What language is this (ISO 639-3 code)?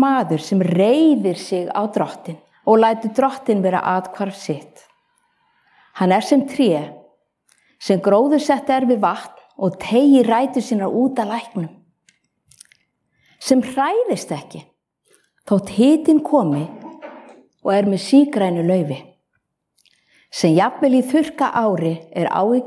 isl